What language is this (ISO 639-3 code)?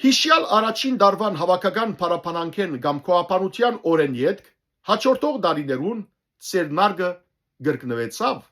hyw